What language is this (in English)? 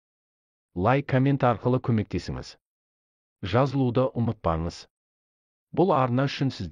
Kazakh